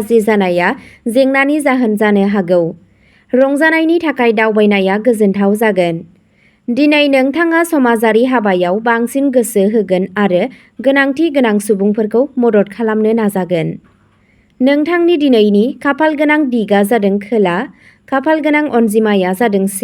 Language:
Bodo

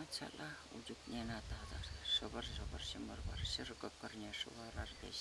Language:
Chuvash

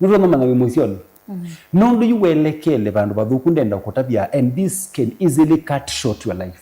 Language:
Kamba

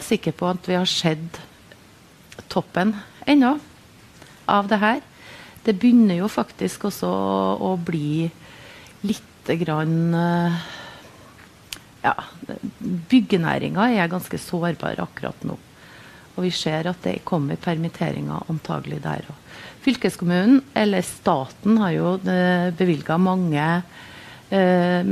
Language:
Norwegian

